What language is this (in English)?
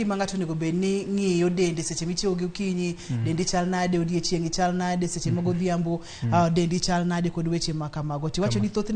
Luo (Kenya and Tanzania)